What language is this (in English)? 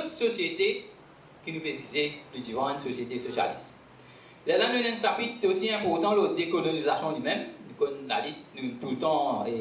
Morisyen